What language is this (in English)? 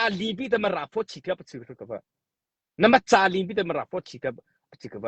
Mara Chin